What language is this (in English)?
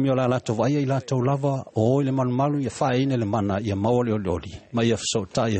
Samoan